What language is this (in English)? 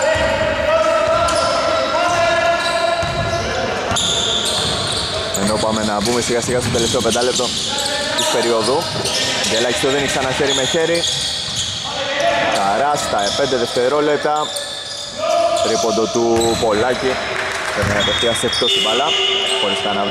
Greek